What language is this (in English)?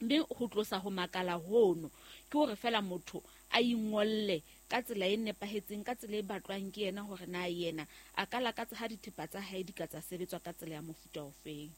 Southern Sotho